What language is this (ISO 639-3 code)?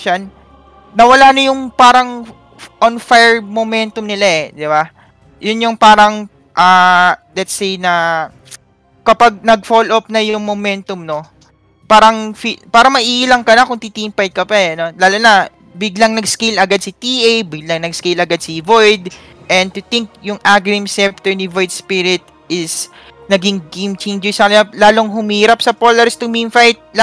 fil